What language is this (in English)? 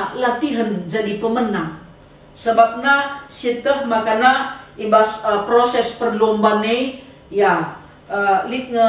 Batak Karo